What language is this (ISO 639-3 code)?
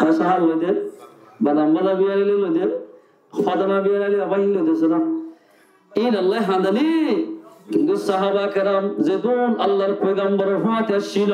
rhg